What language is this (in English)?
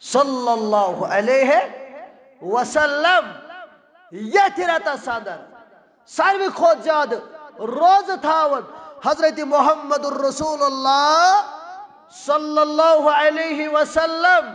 Kashmiri